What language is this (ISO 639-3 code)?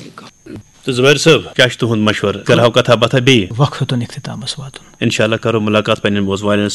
kas